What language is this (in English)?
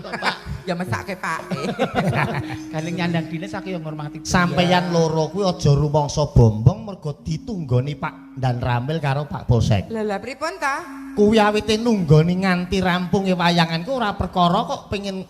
Javanese